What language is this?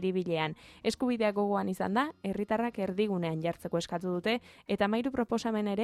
Basque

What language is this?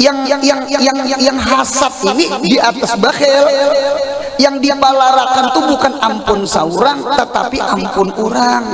Banjar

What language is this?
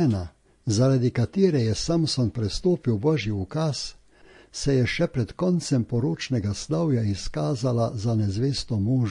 Slovenian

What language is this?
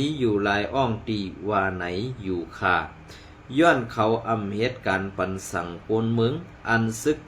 Shan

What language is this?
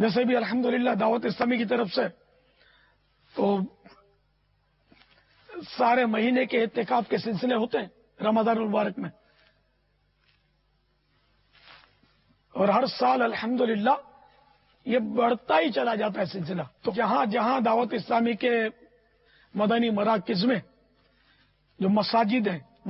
Urdu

